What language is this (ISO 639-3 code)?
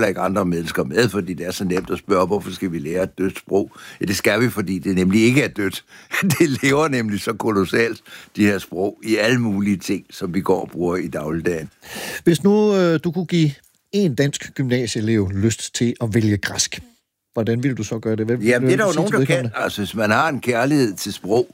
dan